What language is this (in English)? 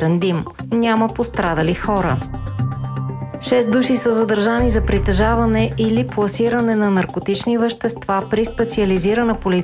Bulgarian